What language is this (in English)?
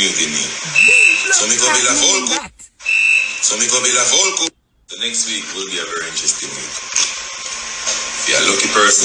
Jamaican Creole English